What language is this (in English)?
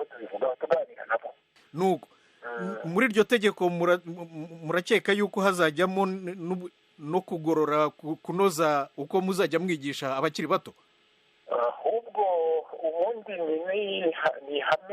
Kinyarwanda